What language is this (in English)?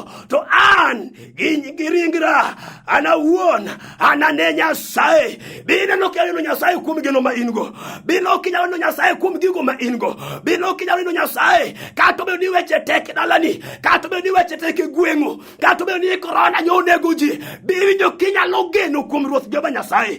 Luo (Kenya and Tanzania)